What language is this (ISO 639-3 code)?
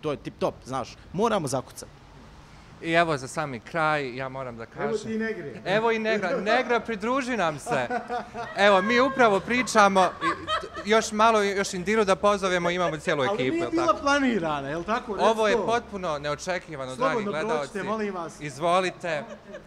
bos